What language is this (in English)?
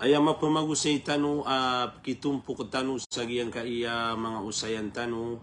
Maranao